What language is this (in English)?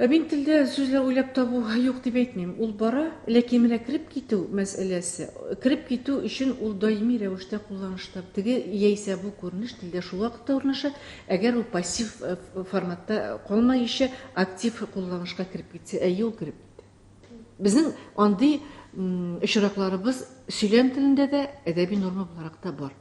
Tatar